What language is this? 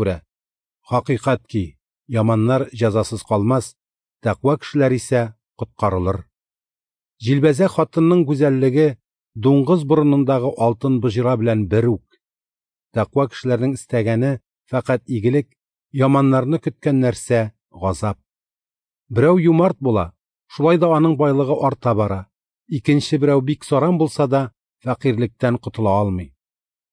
Tatar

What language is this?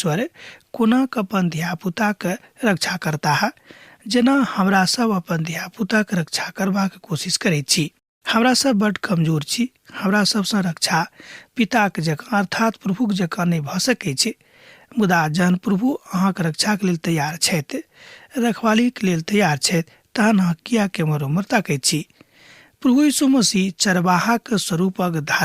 Maithili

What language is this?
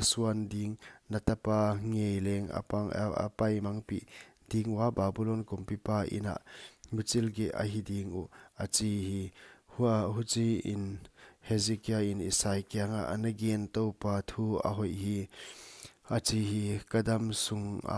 Paite Chin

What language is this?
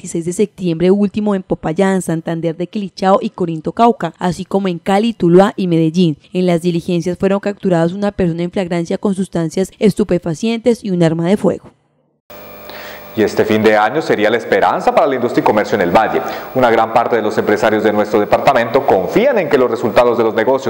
Spanish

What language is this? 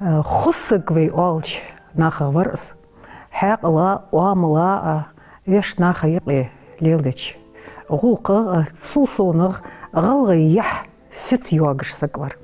Ingush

